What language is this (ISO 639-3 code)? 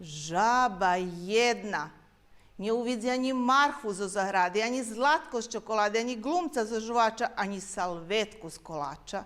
rue